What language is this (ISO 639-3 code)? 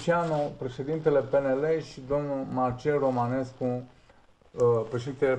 ron